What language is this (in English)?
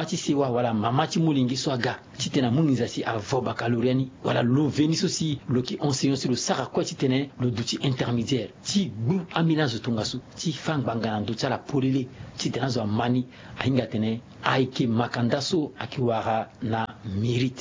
Sango